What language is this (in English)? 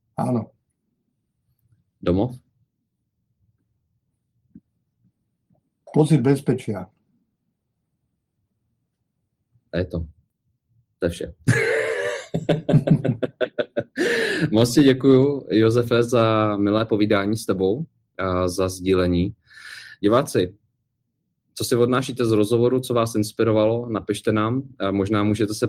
Slovak